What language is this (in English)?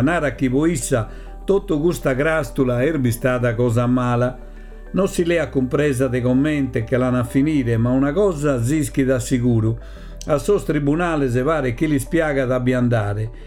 Sardinian